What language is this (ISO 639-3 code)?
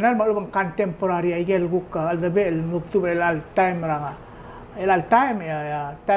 pau